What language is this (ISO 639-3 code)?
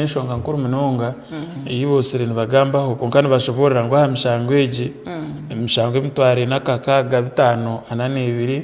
nyn